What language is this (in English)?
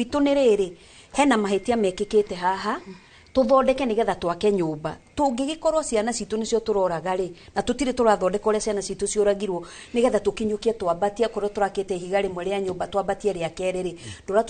Kikuyu